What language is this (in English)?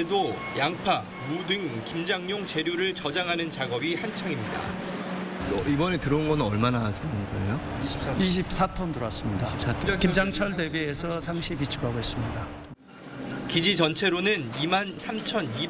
Korean